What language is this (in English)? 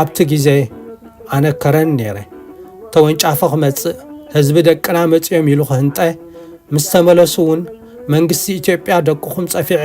Tigrinya